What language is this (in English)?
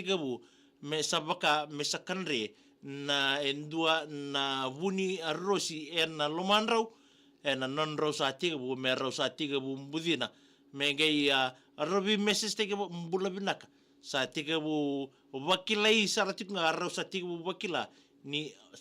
Fijian